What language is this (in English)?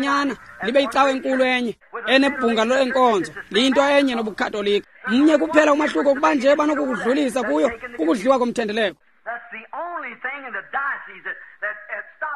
Xhosa